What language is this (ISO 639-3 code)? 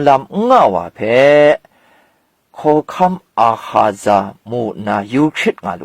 kac